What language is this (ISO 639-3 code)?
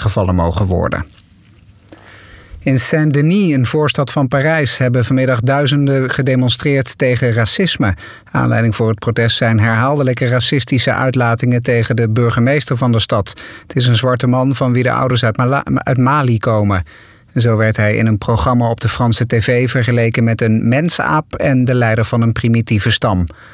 nld